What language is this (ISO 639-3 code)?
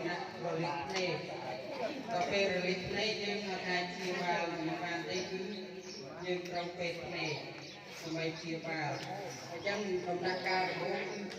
khm